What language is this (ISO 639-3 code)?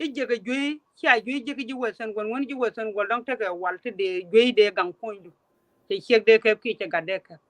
nus